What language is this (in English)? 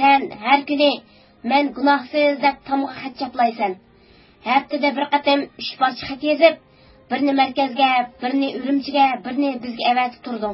Uyghur